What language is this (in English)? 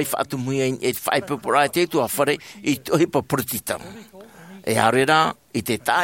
Tahitian